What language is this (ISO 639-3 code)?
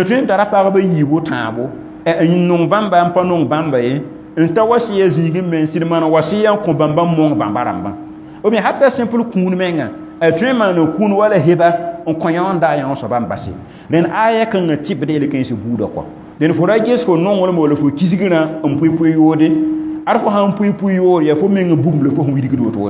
mos